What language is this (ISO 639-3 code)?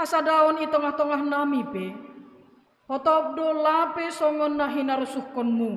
bts